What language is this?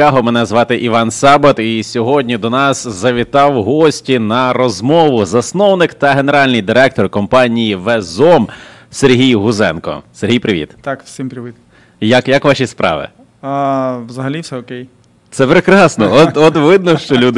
Ukrainian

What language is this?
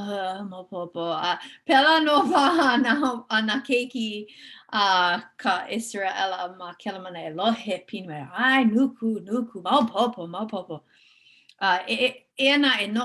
Hawaiian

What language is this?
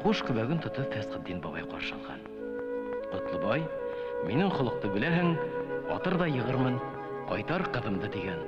Bashkir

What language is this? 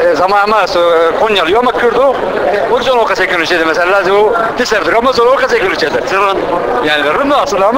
Zaza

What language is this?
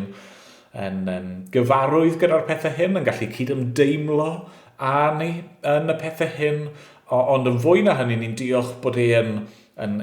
Welsh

